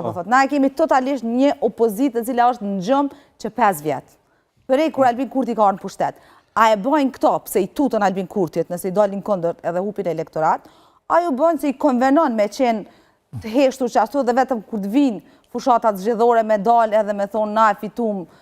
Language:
Albanian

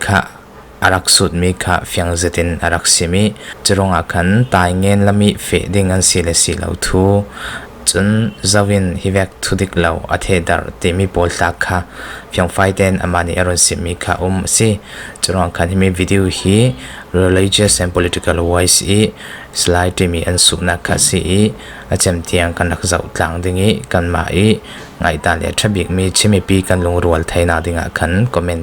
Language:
Falam Chin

